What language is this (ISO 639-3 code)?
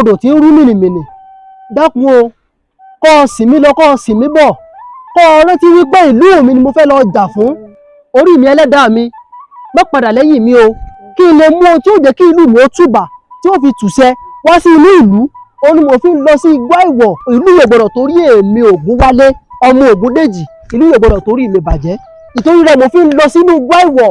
yor